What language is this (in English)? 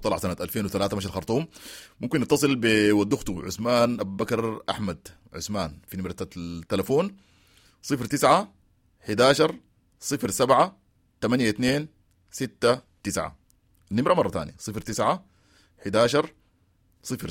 Sudanese Arabic